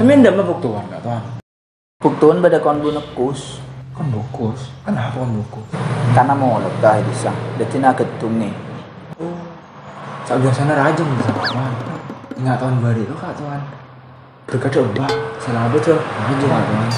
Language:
Madurese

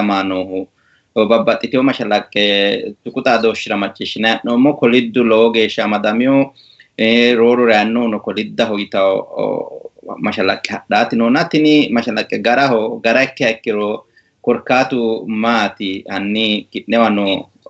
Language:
Sidamo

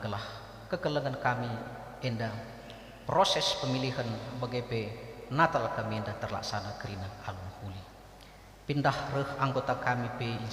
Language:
Batak Karo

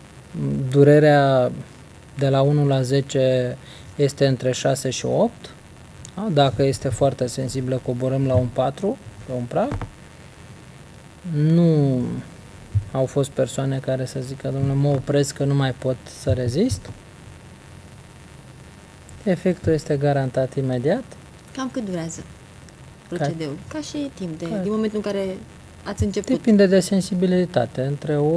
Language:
Romanian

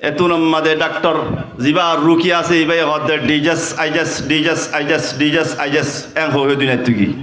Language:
Rohingya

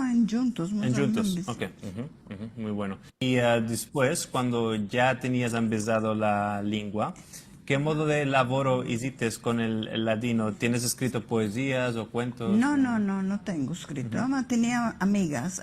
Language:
Ladino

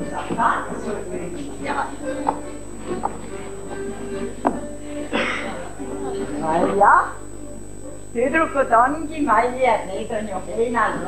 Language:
Estonian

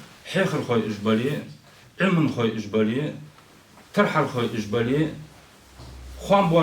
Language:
Ingush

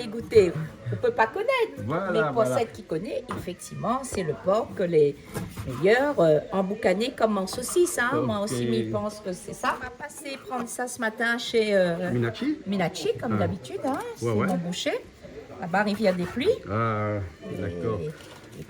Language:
Réunion Creole French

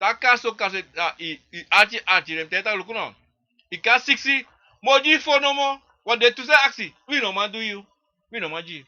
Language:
Sranan Tongo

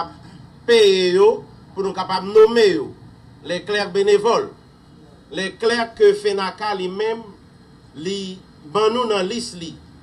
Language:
Haitian Creole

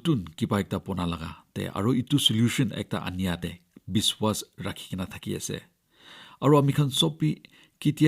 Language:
Naga Pidgin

